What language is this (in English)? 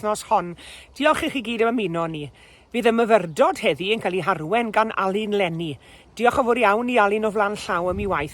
Welsh